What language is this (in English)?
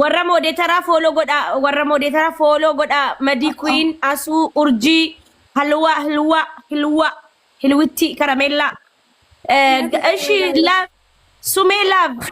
Oromo